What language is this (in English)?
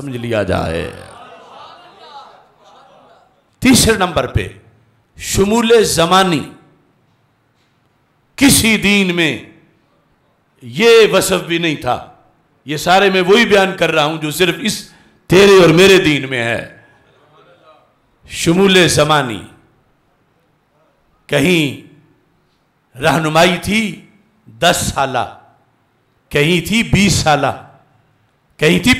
Urdu